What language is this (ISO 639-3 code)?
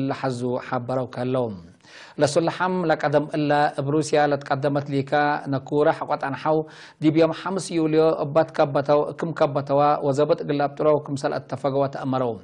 tig